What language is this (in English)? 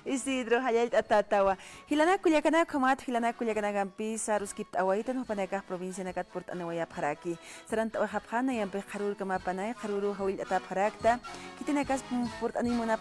Aymara